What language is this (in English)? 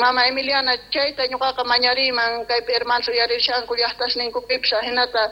Quechua